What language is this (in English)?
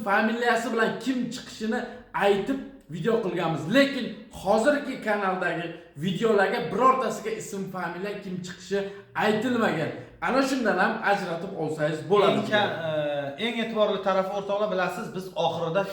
Uzbek